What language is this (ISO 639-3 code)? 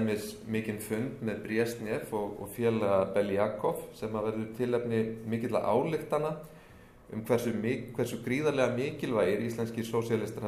isl